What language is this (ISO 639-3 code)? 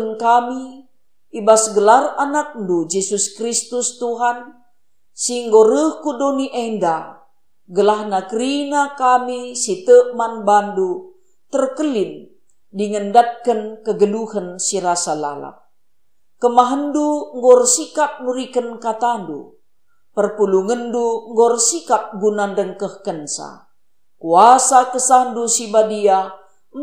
btx